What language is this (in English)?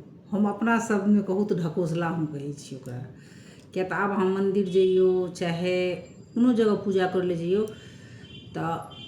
Maithili